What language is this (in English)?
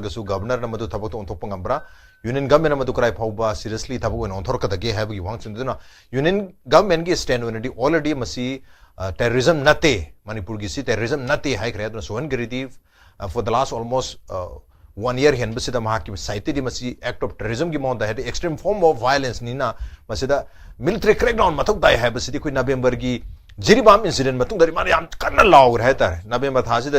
Manipuri